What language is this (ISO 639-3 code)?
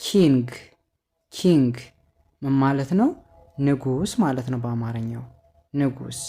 amh